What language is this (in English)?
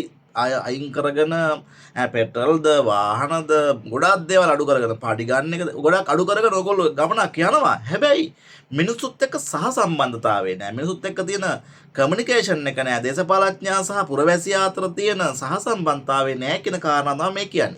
Sinhala